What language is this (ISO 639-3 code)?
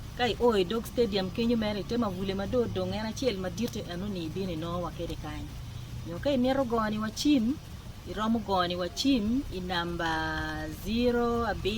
ach